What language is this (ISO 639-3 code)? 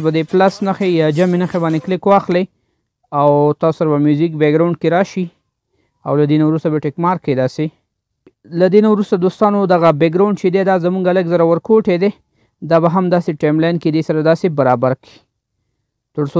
pus